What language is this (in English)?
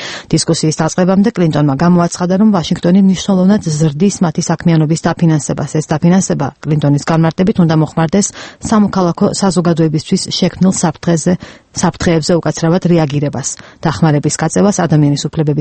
Georgian